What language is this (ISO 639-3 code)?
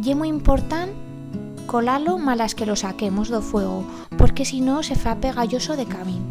arg